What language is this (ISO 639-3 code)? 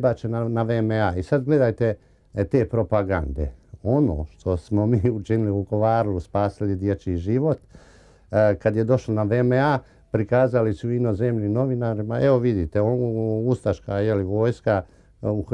hrv